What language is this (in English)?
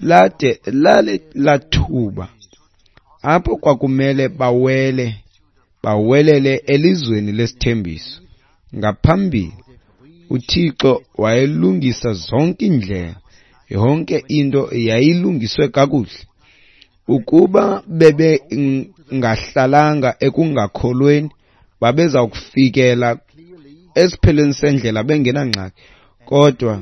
Xhosa